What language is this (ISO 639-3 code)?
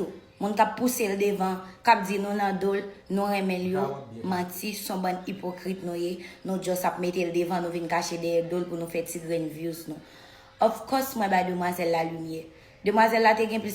hat